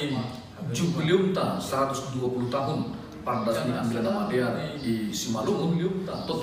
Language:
Batak Simalungun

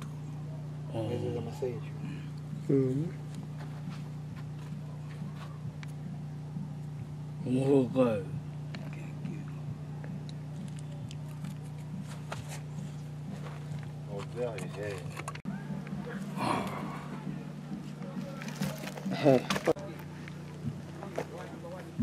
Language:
Swahili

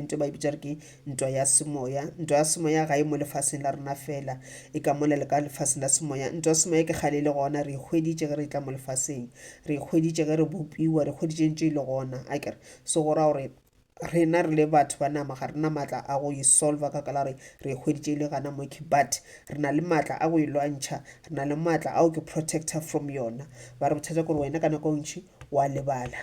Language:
Northern Sotho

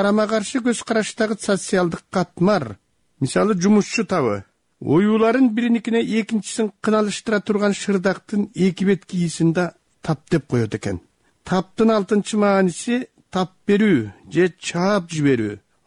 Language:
Kyrgyz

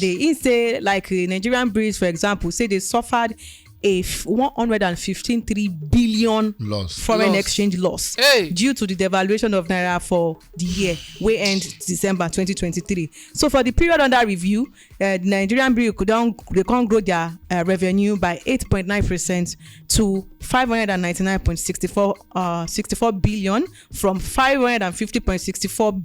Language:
Nigerian Pidgin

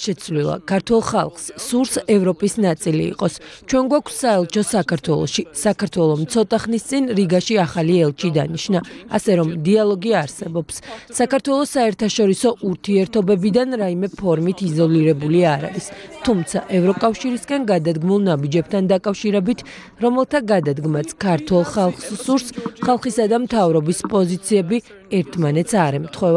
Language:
Georgian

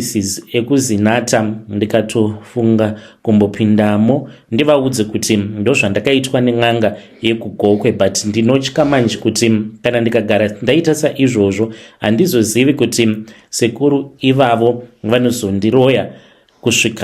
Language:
Shona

